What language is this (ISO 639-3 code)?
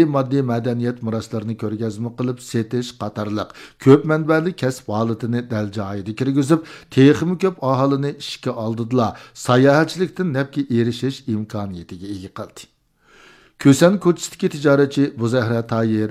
uig